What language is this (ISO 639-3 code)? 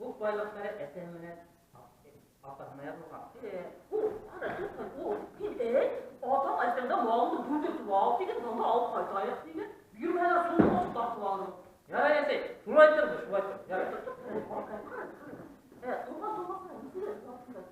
bak